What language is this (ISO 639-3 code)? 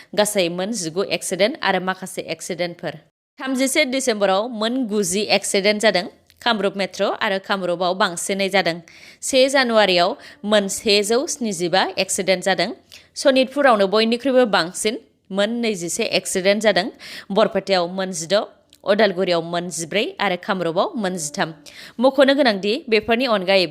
brx